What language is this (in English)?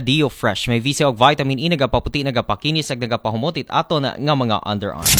Aklanon